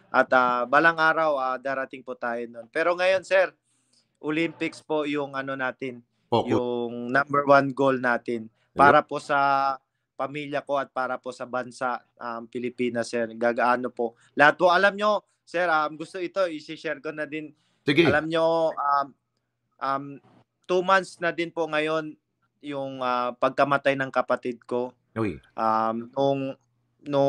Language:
Filipino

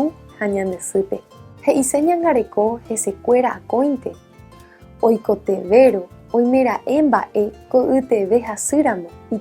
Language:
Guarani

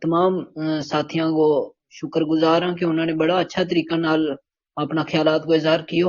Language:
Gujari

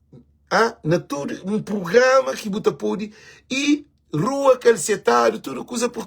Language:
Kabuverdianu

